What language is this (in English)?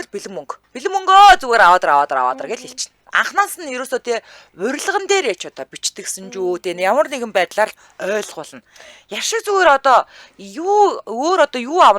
Mongolian